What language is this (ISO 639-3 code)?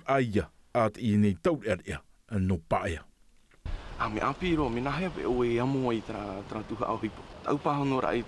tah